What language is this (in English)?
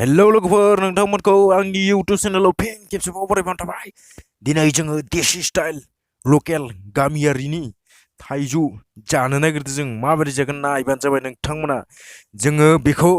Bodo